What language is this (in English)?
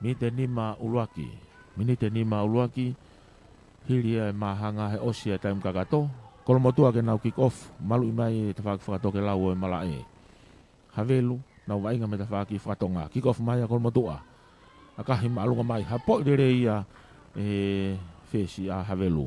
Tongan